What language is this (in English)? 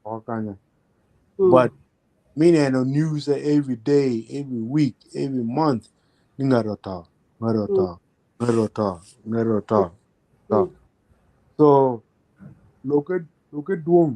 Acoli